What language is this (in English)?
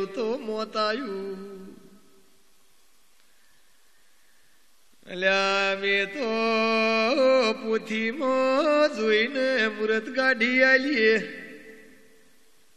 Gujarati